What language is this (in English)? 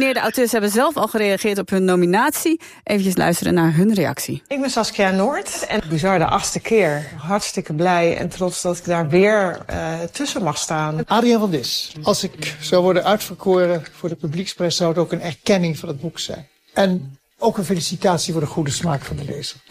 Dutch